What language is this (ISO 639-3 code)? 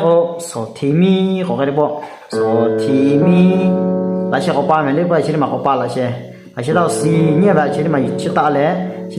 lhu